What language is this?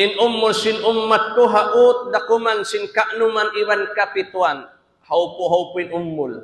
Tausug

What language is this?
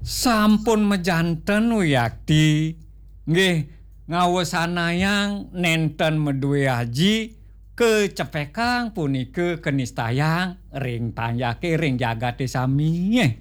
Balinese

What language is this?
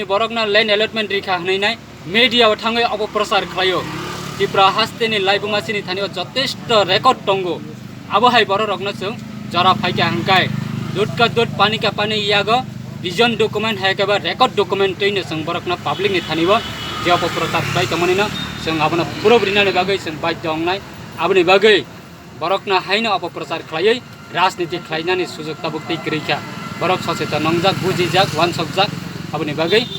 Kok Borok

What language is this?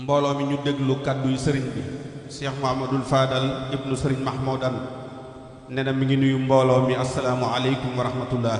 Wolof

